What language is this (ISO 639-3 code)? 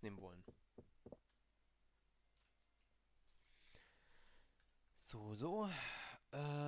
deu